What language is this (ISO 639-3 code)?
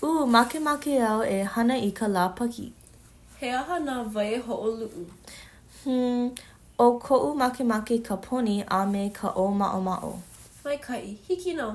haw